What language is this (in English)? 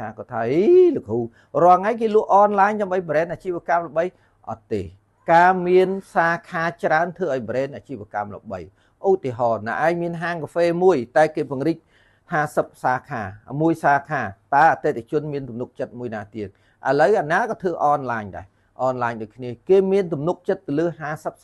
Khmer